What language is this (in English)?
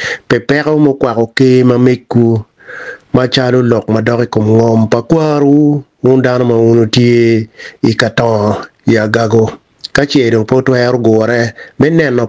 Acoli